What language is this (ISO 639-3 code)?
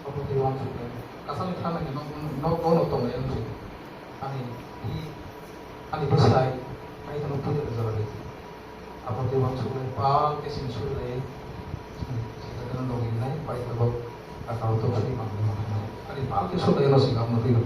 trp